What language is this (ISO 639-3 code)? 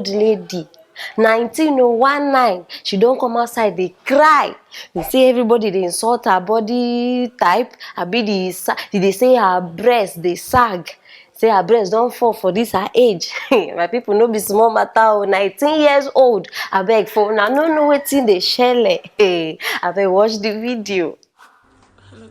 pcm